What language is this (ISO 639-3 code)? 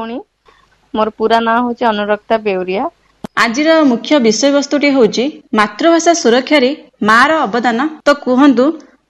ori